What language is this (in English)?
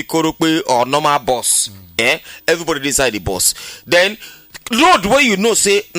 Nigerian Pidgin